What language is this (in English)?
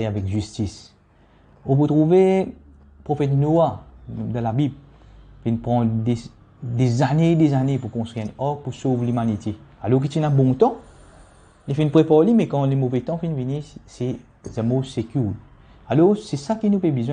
Morisyen